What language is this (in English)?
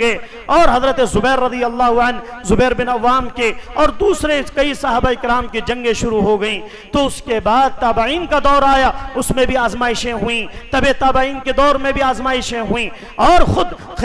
Urdu